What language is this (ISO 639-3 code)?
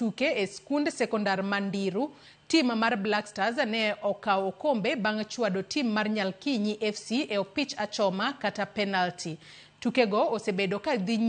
luo